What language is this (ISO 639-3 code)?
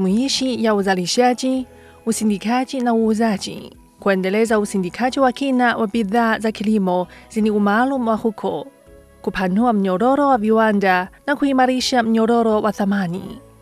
swa